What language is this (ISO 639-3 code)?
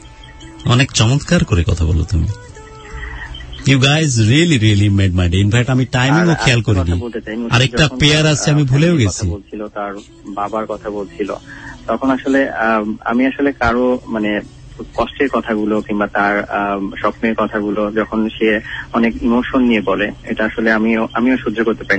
ben